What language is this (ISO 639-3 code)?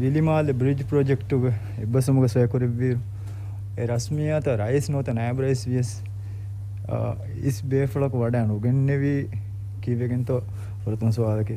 div